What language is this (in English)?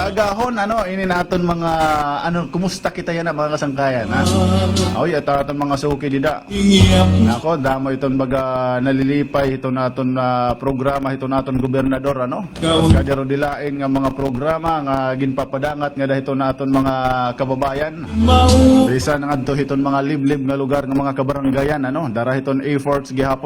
Waray